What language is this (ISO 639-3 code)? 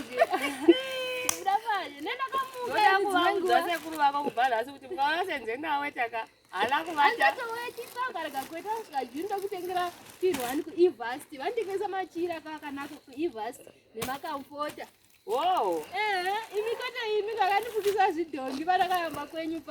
sna